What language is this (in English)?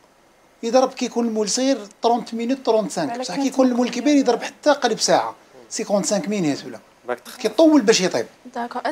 Algerian Arabic